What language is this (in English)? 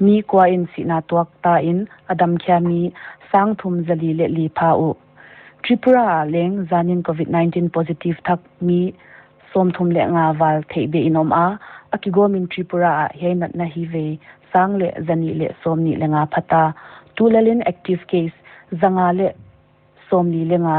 Paite Chin